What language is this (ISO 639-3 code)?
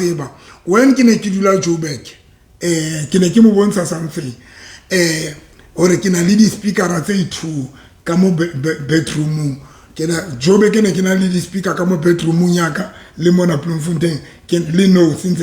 sot